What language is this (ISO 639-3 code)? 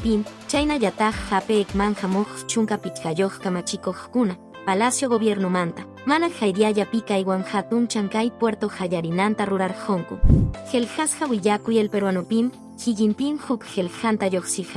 que